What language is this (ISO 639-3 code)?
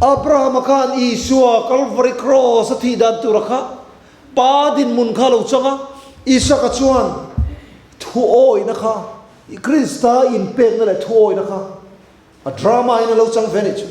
lus